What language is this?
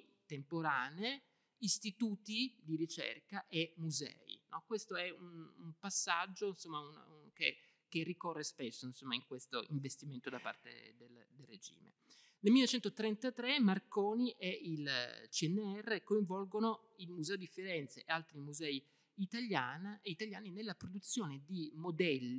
Italian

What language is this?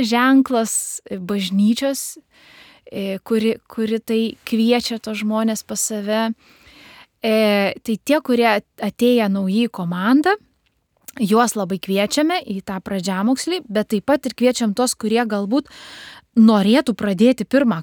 Lithuanian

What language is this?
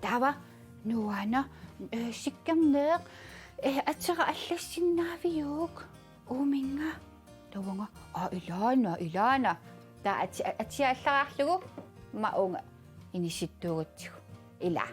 Kalaallisut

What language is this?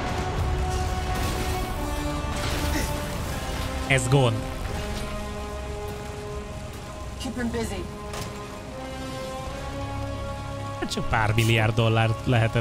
Hungarian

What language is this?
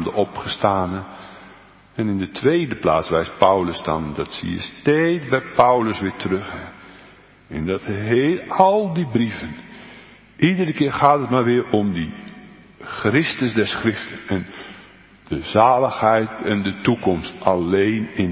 Dutch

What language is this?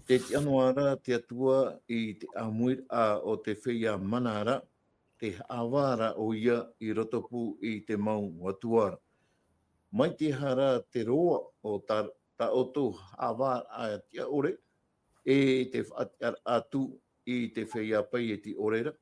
Tahitian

